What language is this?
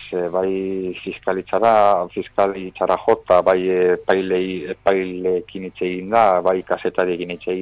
Basque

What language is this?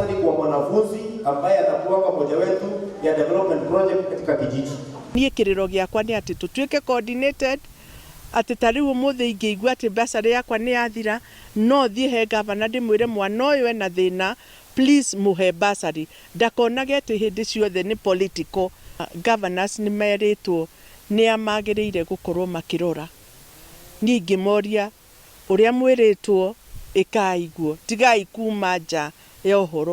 Kikuyu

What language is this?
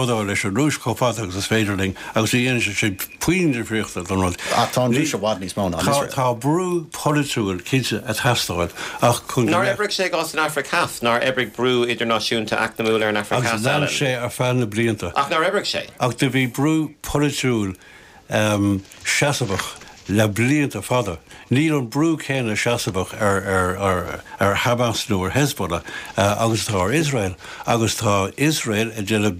Irish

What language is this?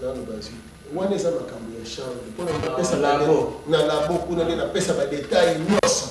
Lingala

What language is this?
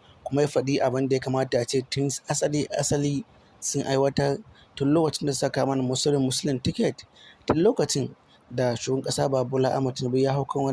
Hausa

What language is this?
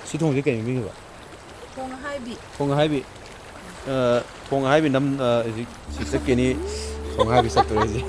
Manipuri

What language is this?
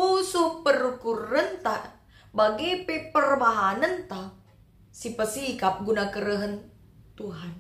Batak Karo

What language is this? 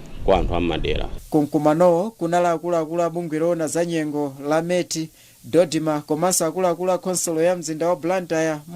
Nyanja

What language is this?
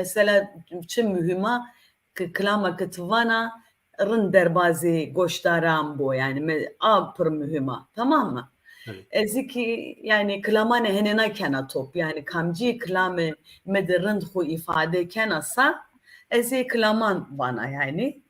Zaza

